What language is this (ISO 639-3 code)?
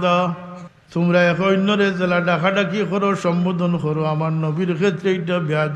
syl